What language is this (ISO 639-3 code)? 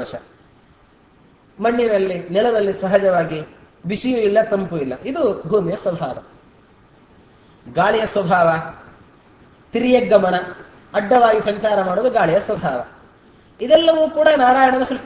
kan